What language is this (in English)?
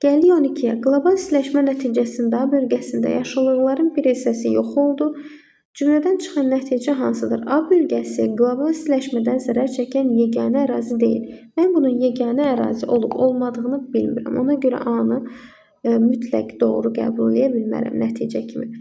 Azerbaijani